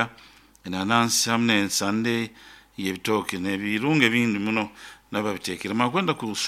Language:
Nyoro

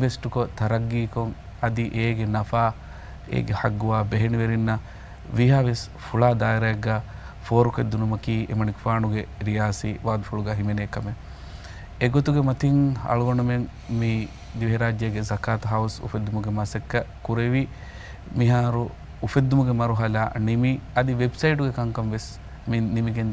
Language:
Divehi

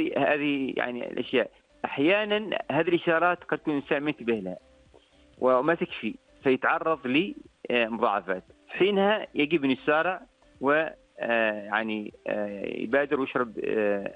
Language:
Arabic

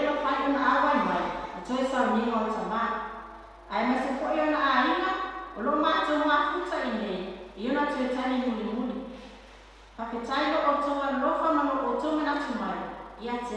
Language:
Samoan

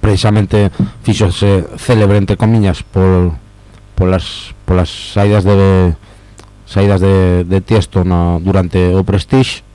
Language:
Galician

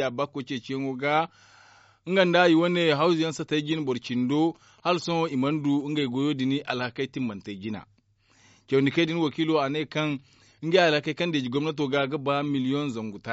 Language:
Zarma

